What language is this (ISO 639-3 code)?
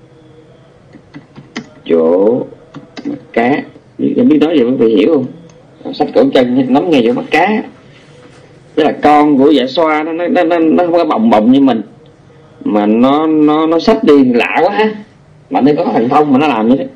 vie